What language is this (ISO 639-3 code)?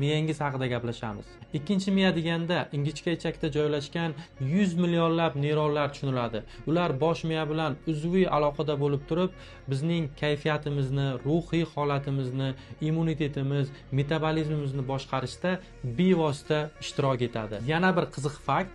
uzb